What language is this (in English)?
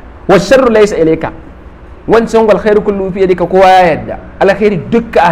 Hausa